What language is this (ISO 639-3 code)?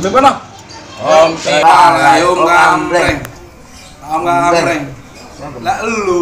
bew